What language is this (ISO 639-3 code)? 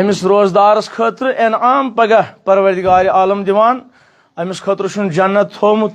kas